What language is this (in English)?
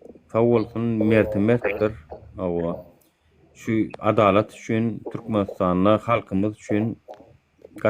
Turkmen